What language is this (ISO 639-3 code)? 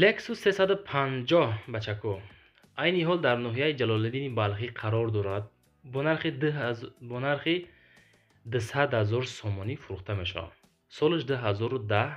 tgk